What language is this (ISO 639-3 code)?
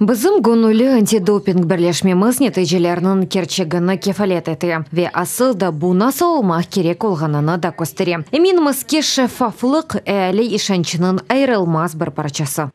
crh